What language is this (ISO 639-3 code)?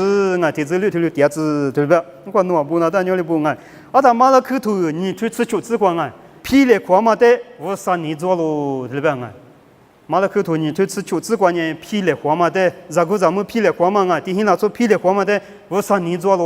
lis